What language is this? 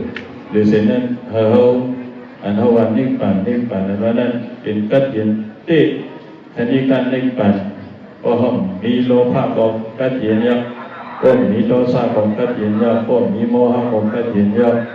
Shan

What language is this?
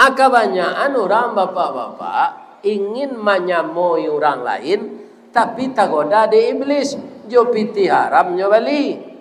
Minangkabau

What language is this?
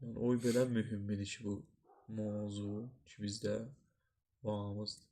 South Azerbaijani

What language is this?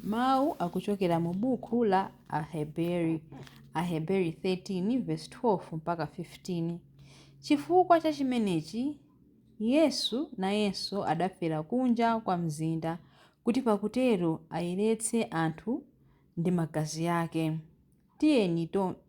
Nyanja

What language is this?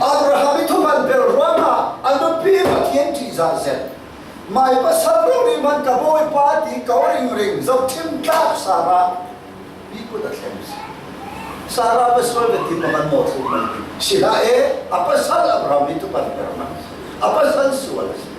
Falam Chin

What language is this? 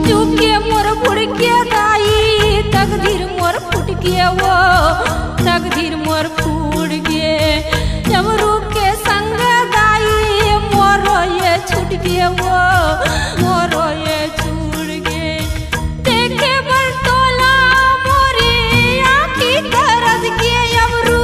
Chhattisgarhi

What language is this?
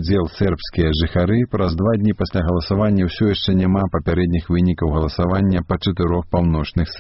Belarusian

